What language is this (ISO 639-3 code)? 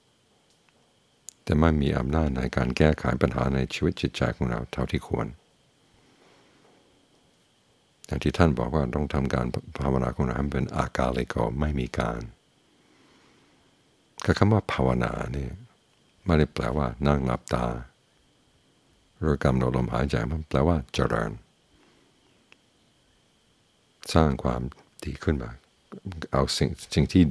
tha